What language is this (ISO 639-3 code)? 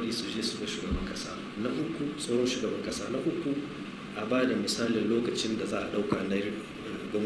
hau